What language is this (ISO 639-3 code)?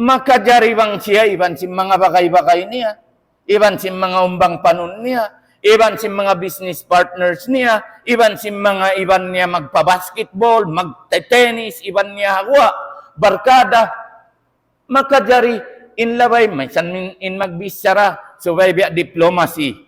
tsg